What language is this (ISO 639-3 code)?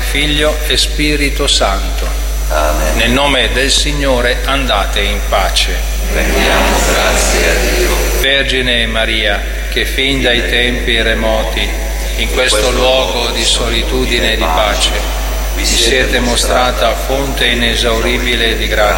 ita